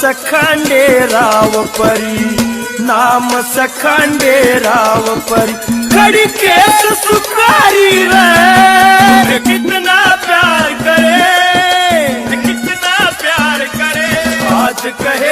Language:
Haryanvi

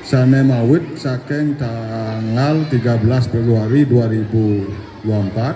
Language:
Balinese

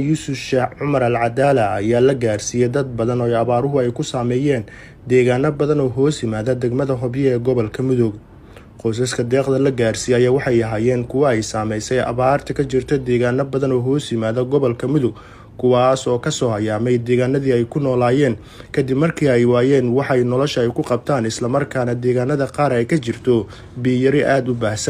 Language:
Somali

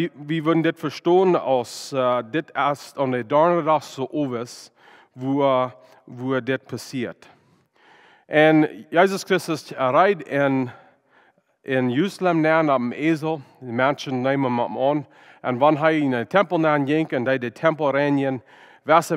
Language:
Plautdietsch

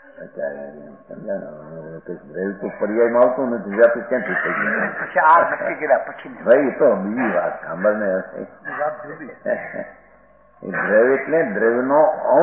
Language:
Gujarati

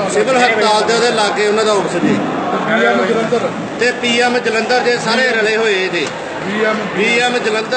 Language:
Punjabi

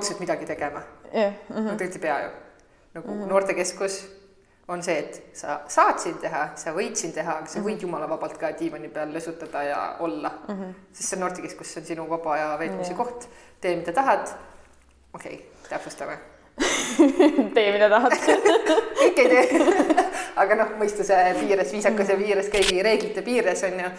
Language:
Estonian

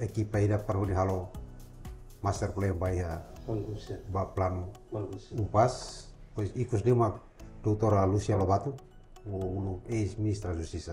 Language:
Tetum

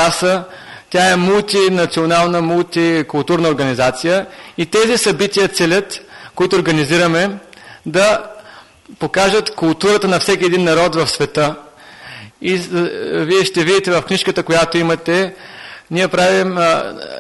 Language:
Bulgarian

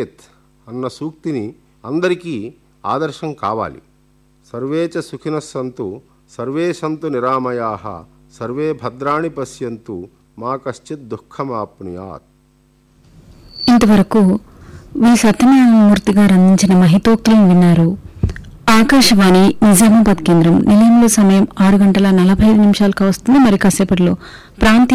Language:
Telugu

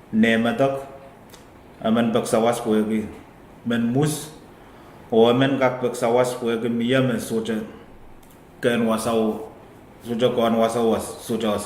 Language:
Pohnpeian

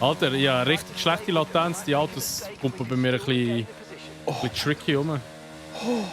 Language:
Swiss German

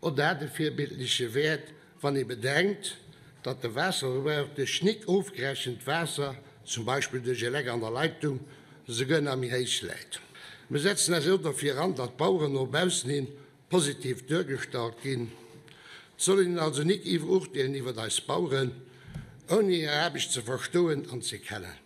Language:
Luxembourgish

